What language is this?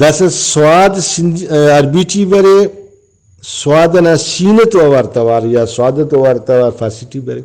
Brahui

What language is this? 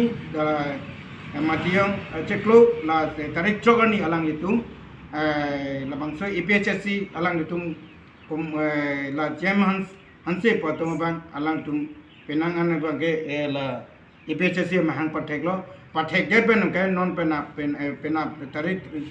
Karbi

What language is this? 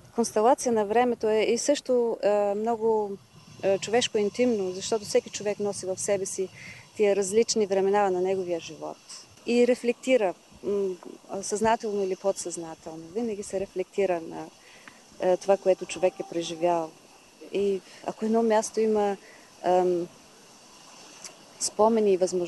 Bulgarian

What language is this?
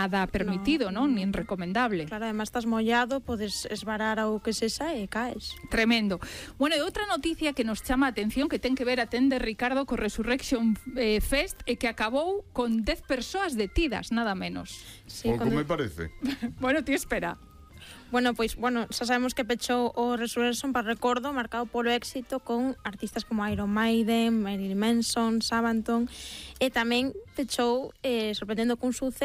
Galician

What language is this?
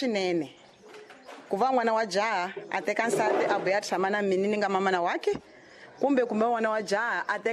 Tsonga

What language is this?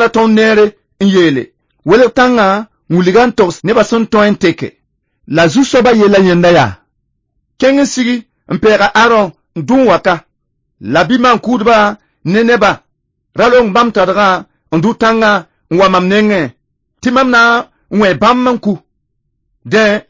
Mossi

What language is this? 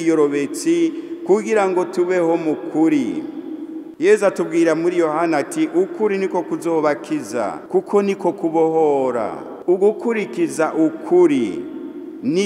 Rundi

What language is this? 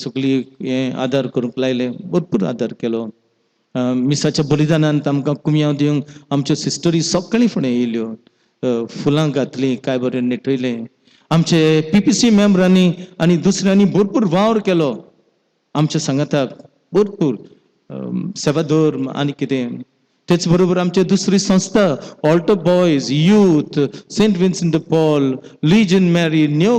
Konkani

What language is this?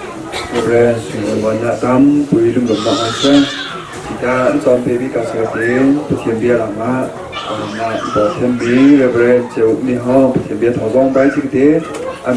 Hakha Chin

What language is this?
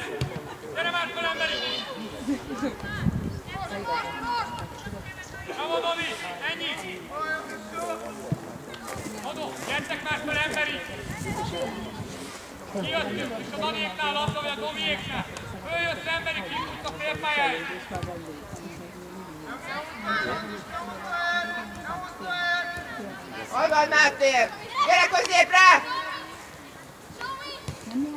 Hungarian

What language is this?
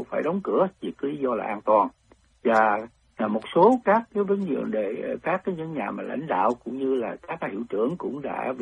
Vietnamese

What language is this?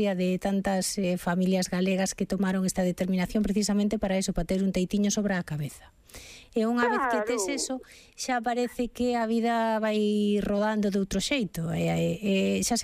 Galician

